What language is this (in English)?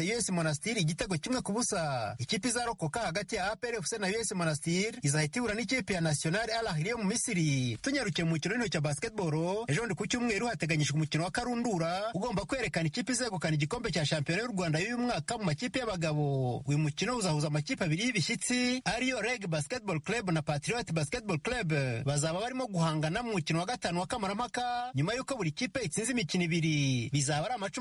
Kinyarwanda